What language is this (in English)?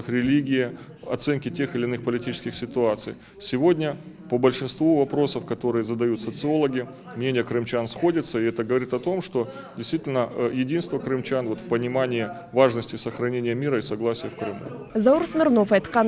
Crimean Tatar